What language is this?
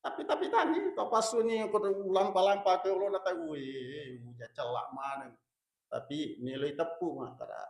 Buginese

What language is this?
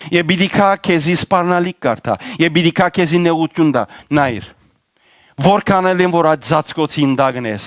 Western Armenian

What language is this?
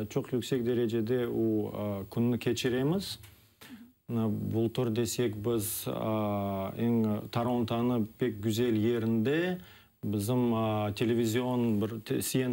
Crimean Tatar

